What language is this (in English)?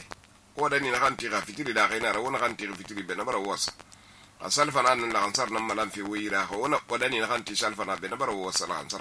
Susu